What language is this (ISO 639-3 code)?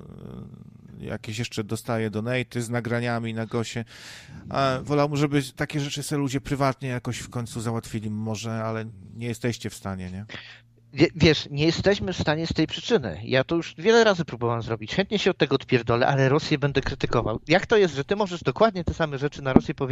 pol